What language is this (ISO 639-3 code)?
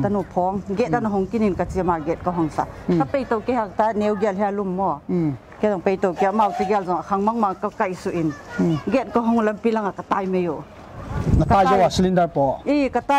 pck